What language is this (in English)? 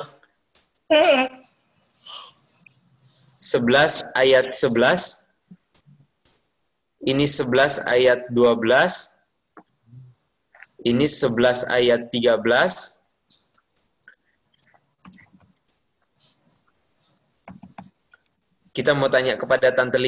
Indonesian